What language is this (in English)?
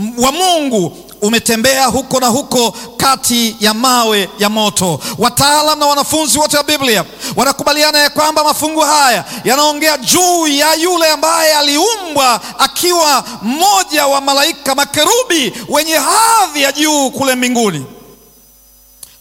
Swahili